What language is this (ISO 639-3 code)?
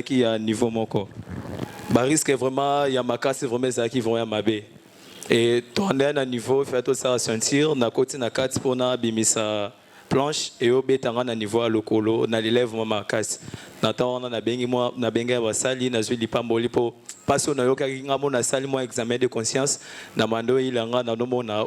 lin